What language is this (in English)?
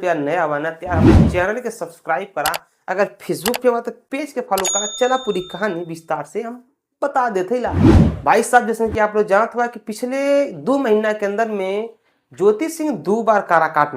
Bhojpuri